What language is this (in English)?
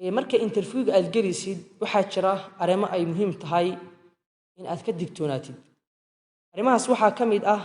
Somali